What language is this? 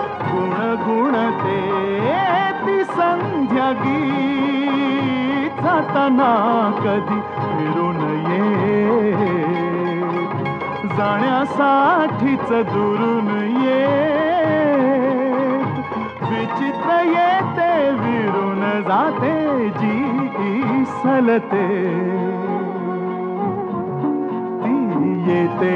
Marathi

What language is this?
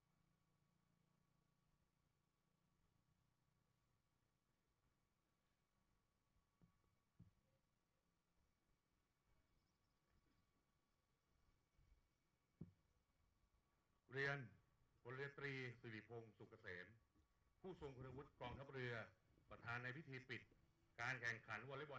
Thai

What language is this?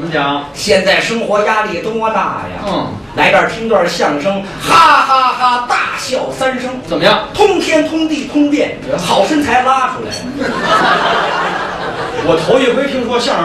Chinese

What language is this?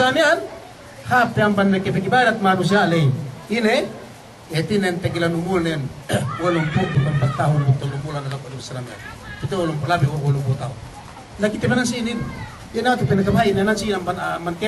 Yakan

